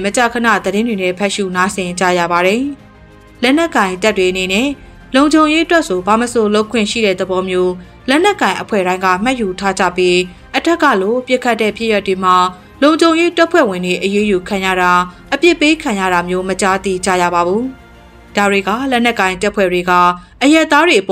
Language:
Burmese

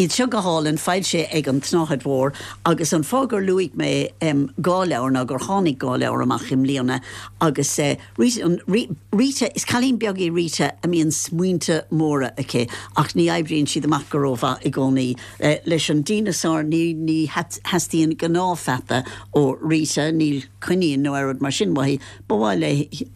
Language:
Irish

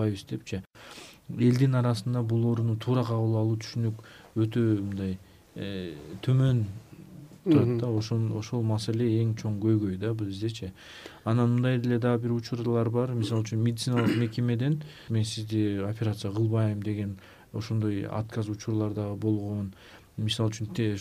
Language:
Kyrgyz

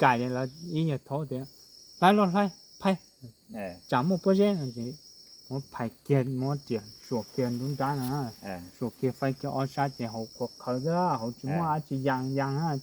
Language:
Hmong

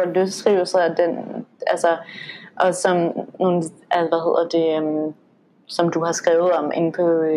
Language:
Danish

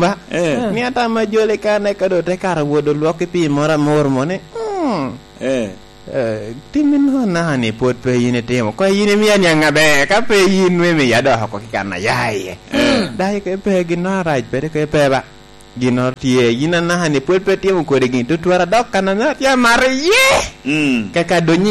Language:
Lango (Uganda)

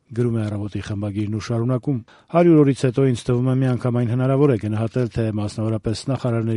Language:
Armenian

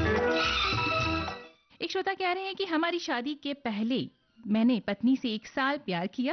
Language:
Hindi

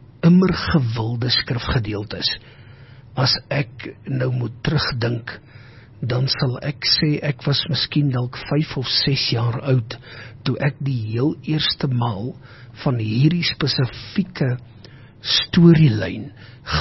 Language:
Afrikaans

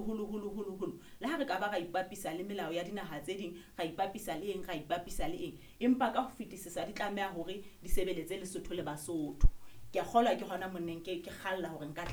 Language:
Southern Sotho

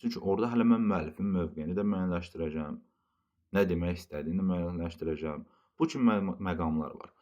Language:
Azerbaijani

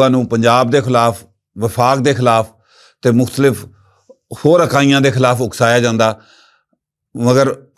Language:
Western Panjabi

